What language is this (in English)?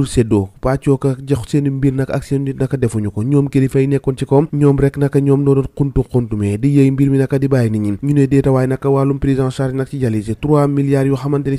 Wolof